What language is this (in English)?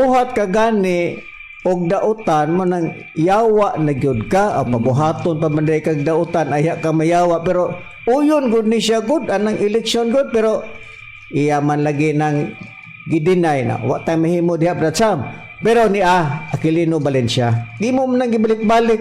Cebuano